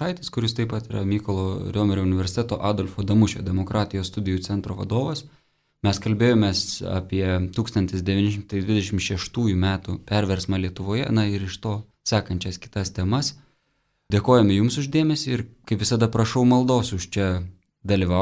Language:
Lithuanian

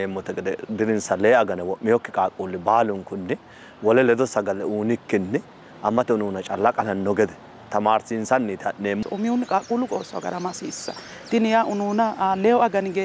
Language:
Sidamo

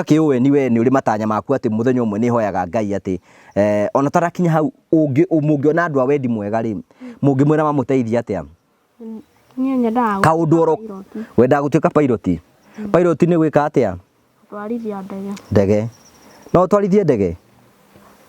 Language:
Kikuyu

